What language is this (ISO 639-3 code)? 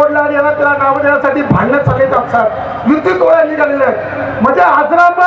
mar